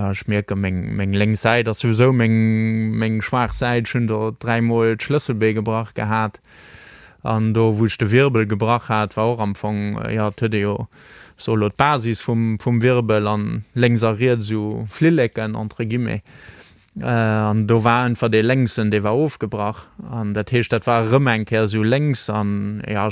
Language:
Luxembourgish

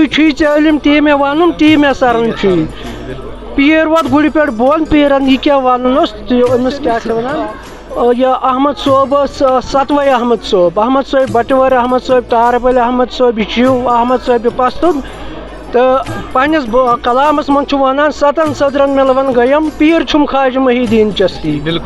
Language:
Kashmiri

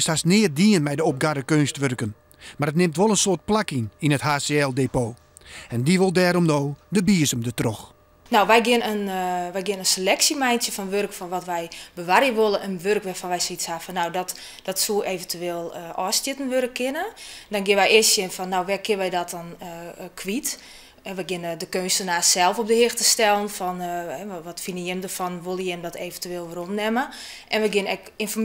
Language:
Western Frisian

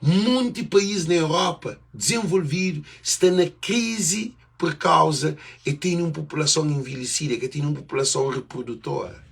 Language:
Kabuverdianu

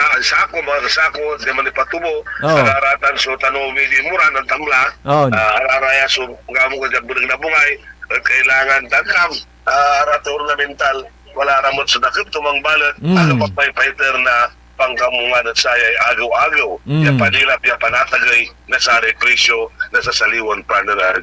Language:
Pangasinan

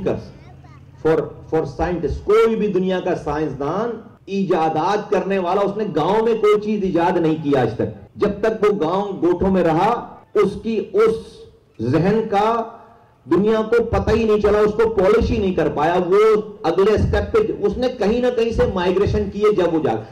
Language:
Urdu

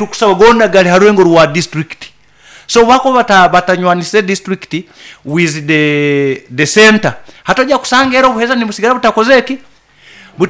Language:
Nyoro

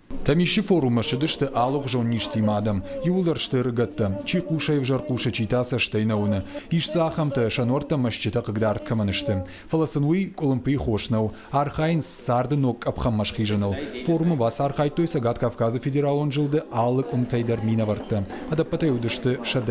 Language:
Ossetic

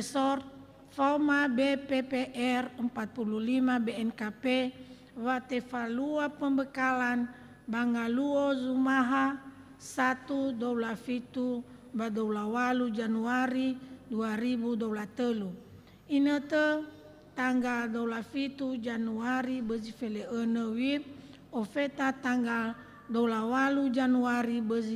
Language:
Nias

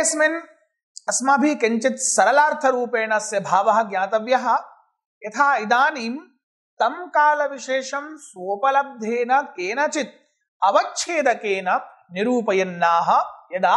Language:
Sanskrit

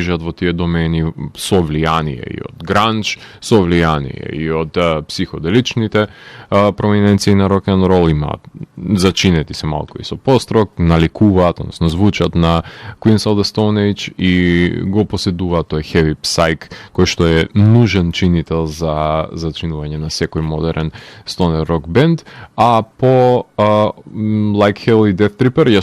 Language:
Macedonian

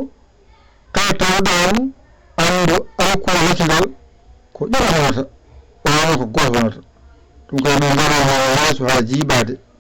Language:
Fula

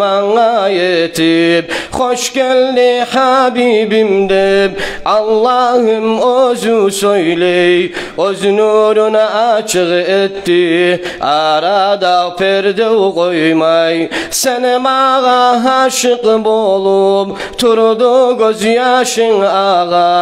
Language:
Kumyk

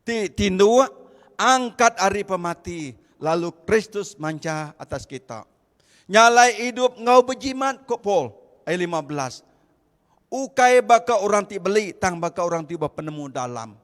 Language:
Iban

